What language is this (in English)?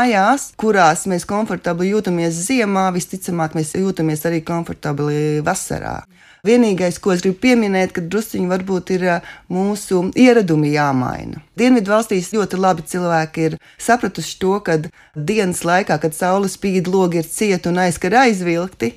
Latvian